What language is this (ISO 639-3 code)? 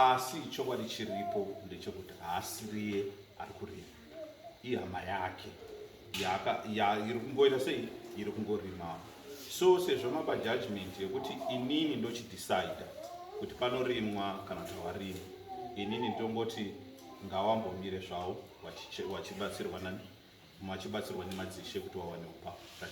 sna